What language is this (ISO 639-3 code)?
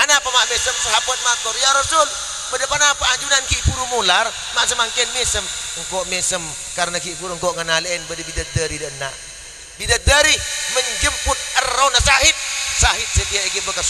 mad